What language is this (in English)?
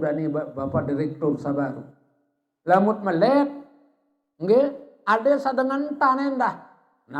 Sasak